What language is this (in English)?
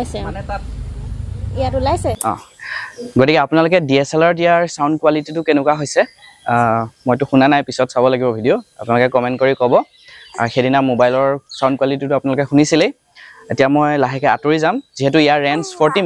Assamese